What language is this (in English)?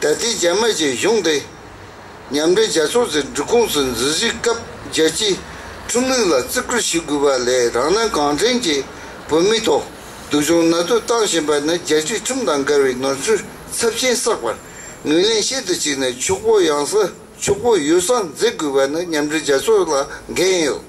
Tibetan